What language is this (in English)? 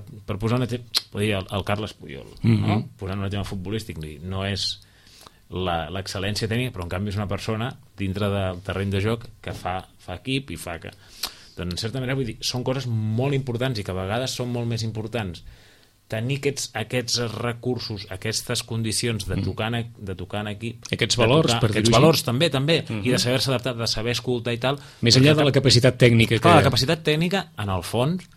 Catalan